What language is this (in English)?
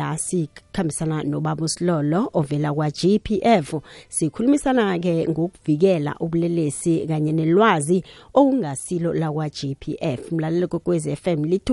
South Ndebele